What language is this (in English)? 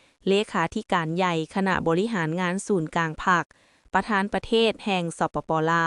Lao